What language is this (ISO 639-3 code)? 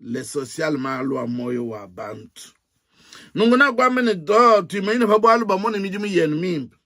lua